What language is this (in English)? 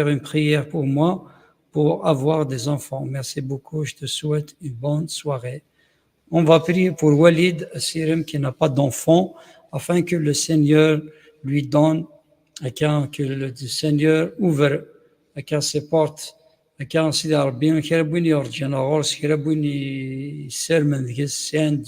Kabyle